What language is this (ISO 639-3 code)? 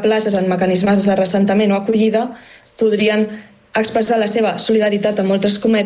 cat